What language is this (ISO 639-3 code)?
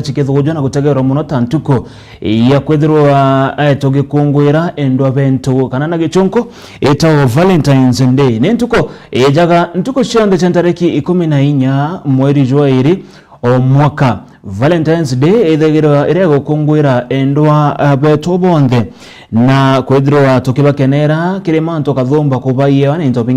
mer